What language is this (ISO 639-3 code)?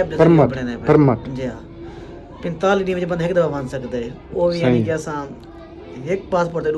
skr